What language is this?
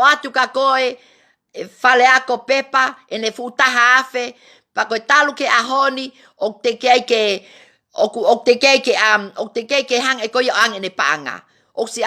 Tongan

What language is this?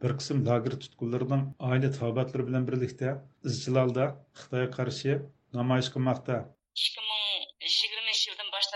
Uyghur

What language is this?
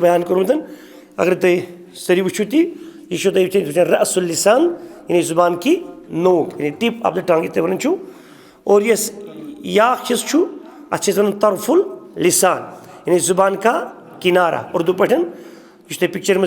Kashmiri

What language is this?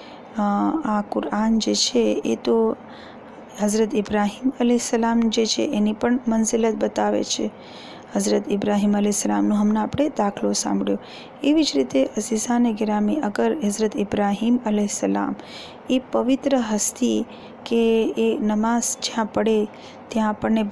Gujarati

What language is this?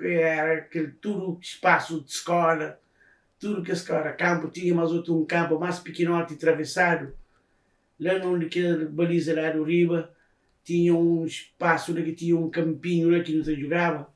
Kabuverdianu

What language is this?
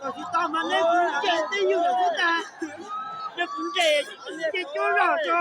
Hmong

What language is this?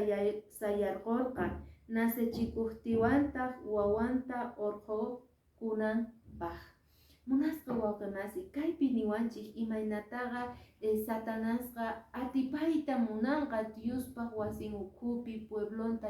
Quechua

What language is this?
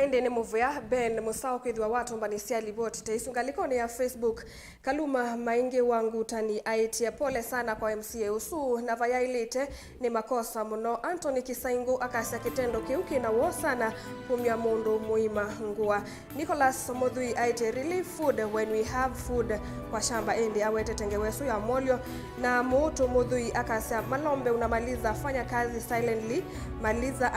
Kamba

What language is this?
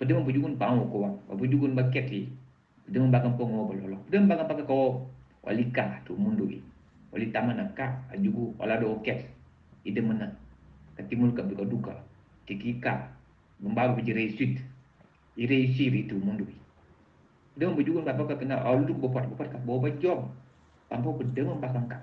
Mankanya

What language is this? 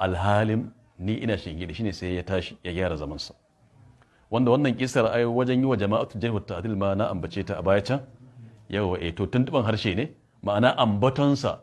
Hausa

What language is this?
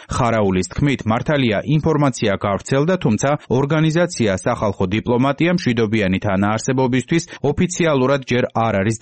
Georgian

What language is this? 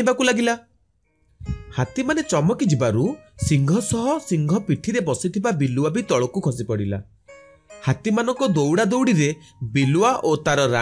Odia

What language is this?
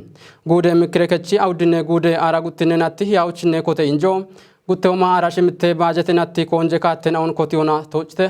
Kafa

